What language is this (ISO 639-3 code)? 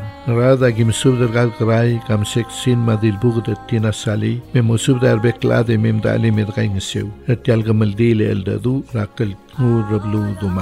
pau